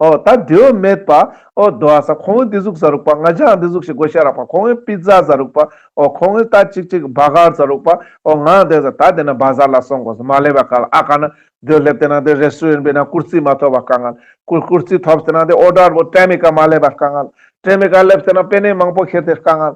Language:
Ladakhi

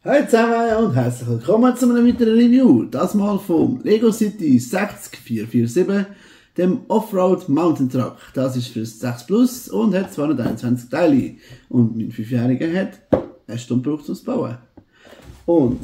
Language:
Swiss German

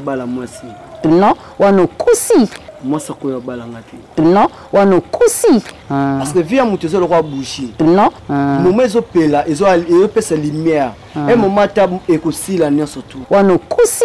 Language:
Lingala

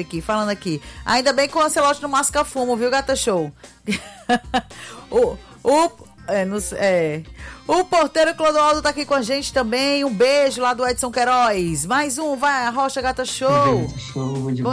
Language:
Portuguese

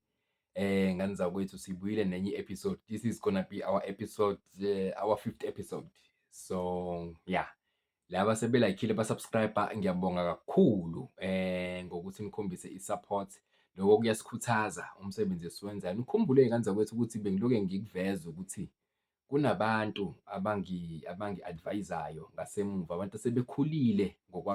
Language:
Zulu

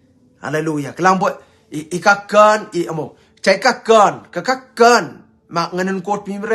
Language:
Pohnpeian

